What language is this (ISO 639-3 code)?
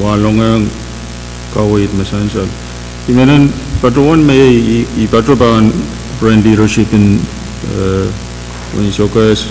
pon